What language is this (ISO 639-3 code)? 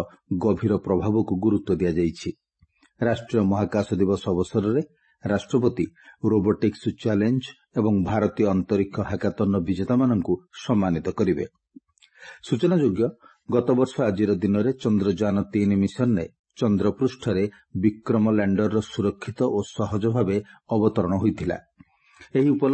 ori